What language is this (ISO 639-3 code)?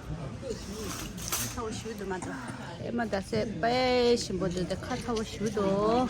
bod